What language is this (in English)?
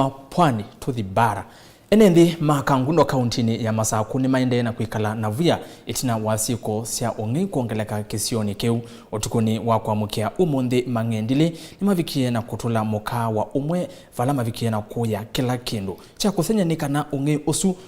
Kamba